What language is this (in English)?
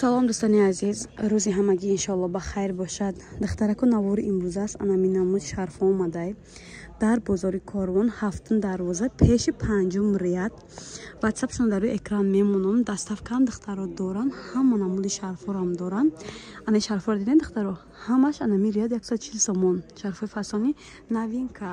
Tajik